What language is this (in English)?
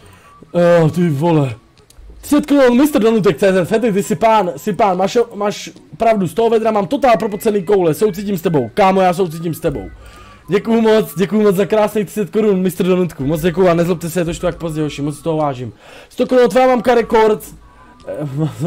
Czech